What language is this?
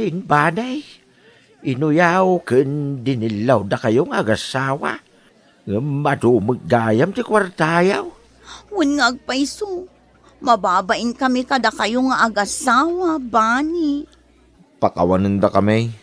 Iloko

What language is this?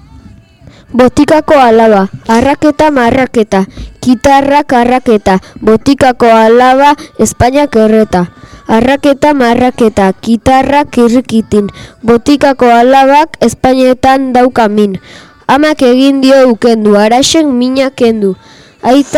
Basque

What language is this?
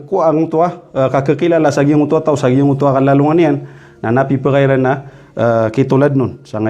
Maranao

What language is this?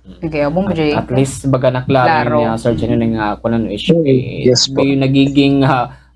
Waray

